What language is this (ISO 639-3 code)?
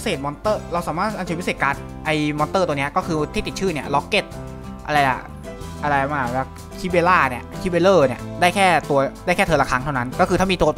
tha